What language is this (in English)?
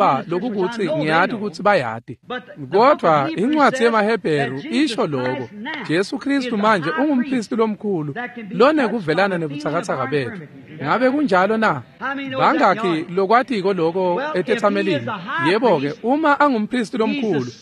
Swati